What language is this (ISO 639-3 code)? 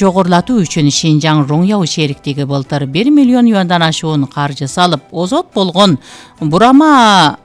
kir